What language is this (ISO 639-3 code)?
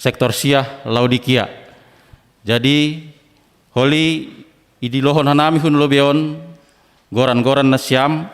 bts